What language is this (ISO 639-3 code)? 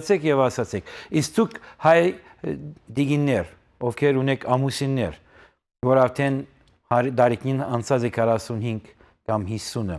hyw